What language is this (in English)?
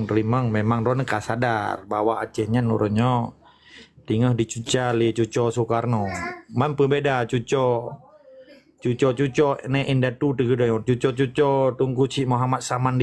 Achinese